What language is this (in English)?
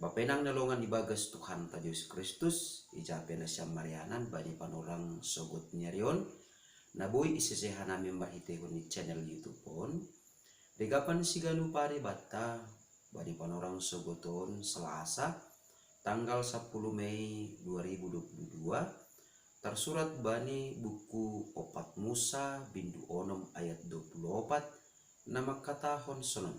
Batak Simalungun